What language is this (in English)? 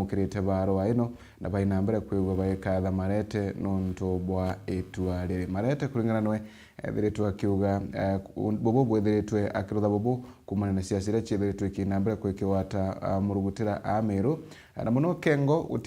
Meru